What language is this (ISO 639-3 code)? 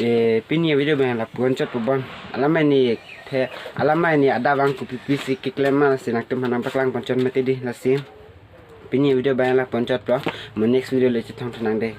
mjw